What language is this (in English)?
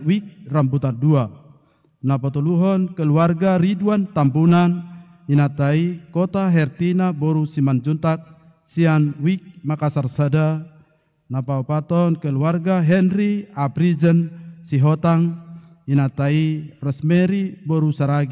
Batak Toba